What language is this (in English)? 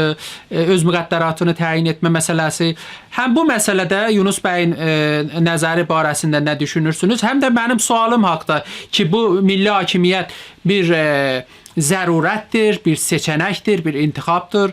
South Azerbaijani